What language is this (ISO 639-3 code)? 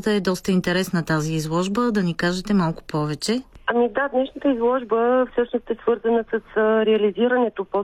bul